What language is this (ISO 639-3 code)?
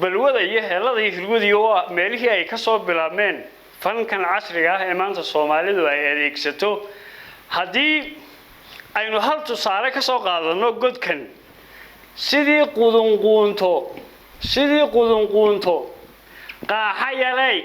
som